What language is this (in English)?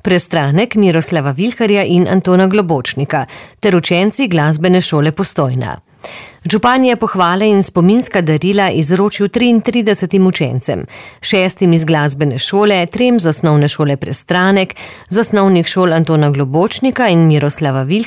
Slovenian